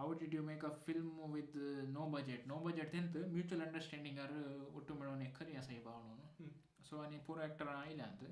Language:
Konkani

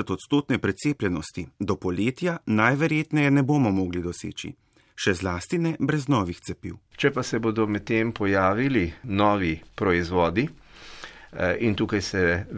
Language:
Slovenian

